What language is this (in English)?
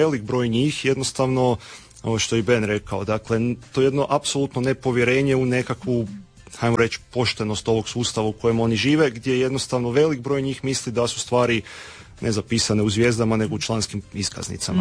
Croatian